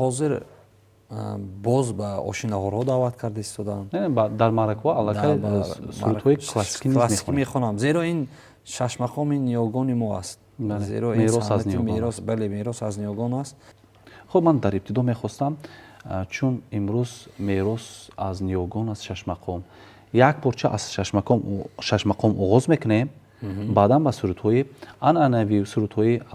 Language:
Tajik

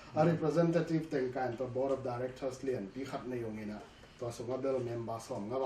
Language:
Tedim Chin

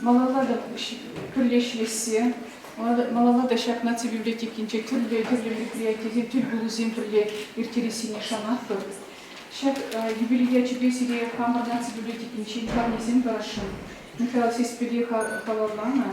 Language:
Chuvash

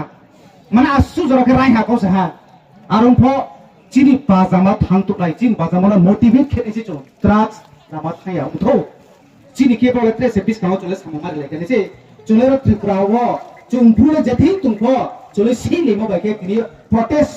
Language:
Riang (India)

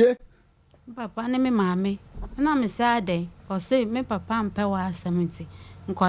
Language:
Akan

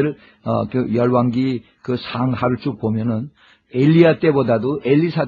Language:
Korean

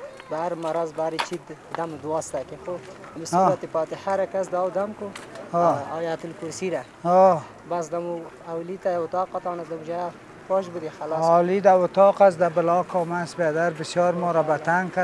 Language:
Persian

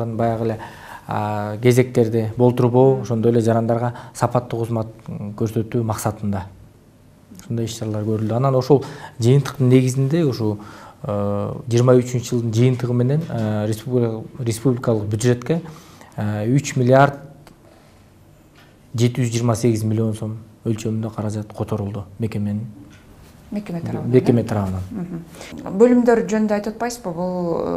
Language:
Kyrgyz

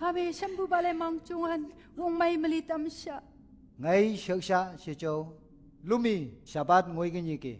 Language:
Phom Naga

